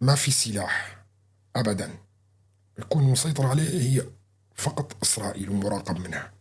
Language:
North Levantine Arabic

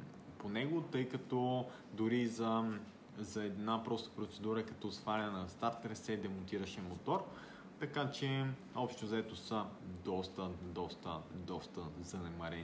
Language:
Bulgarian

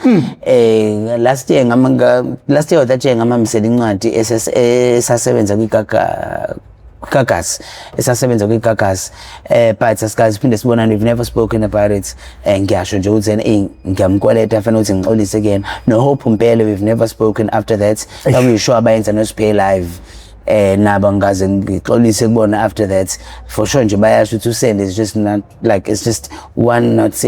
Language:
Zulu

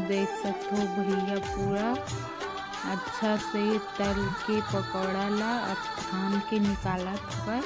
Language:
Chhattisgarhi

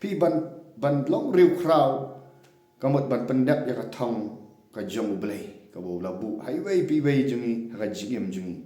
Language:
Khasi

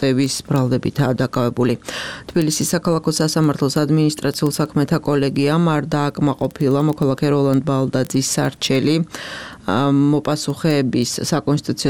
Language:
Georgian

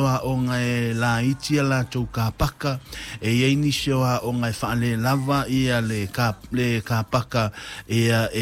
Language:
Samoan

